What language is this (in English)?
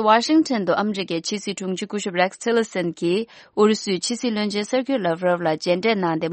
Tibetan